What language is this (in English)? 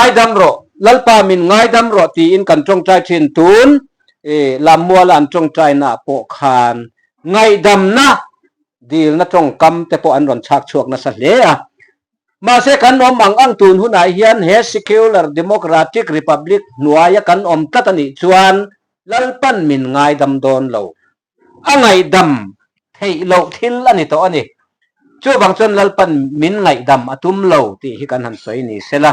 Mizo